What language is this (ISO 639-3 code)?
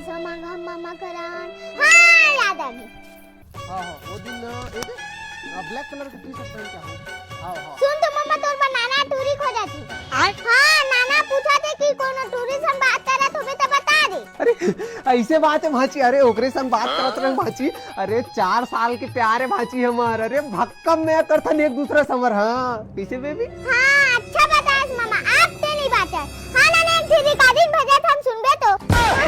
hne